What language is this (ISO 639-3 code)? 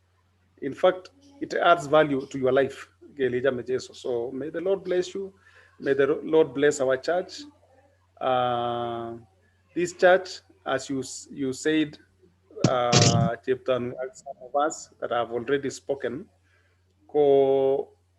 kln